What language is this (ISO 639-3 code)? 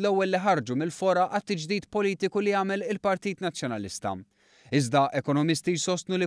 mlt